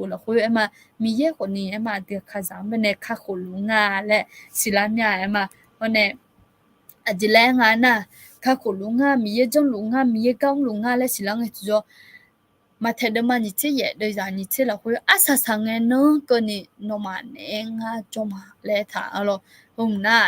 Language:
Akha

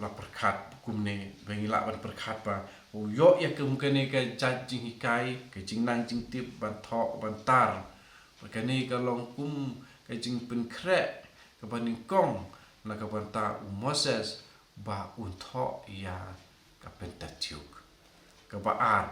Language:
Khasi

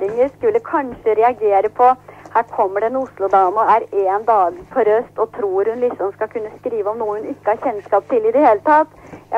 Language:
Norwegian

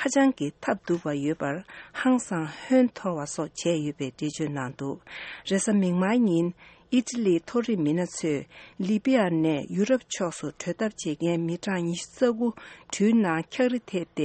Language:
Tibetan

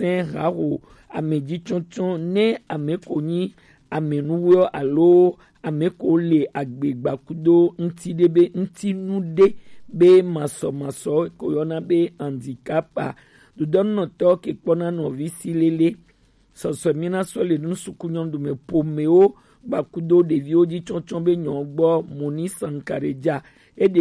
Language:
Gen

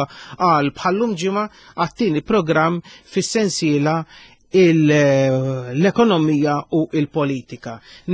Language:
Maltese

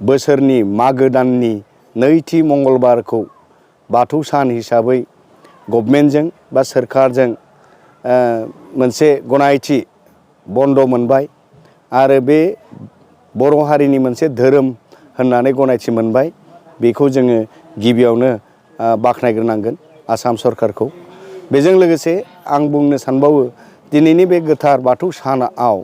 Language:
Bodo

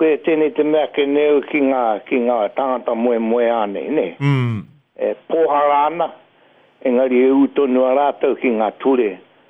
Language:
Māori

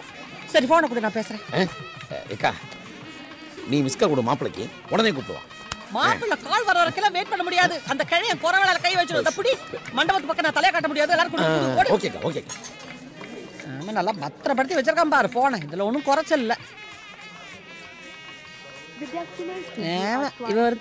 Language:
Tamil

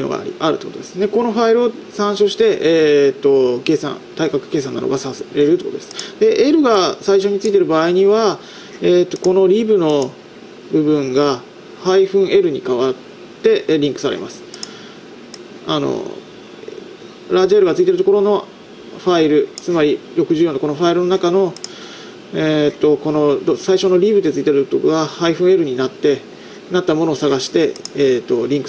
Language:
Japanese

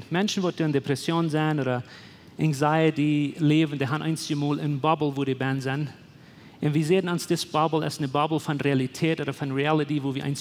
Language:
Plautdietsch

